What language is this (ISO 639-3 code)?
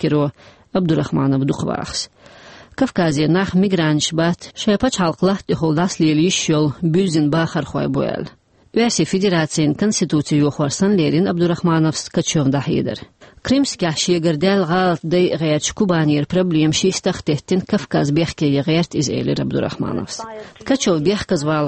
che